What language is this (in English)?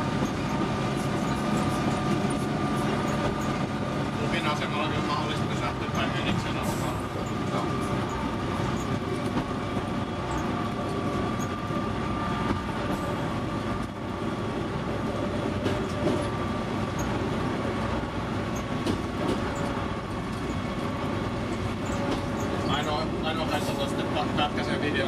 Finnish